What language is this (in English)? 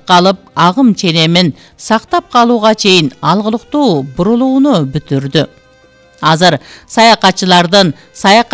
Kyrgyz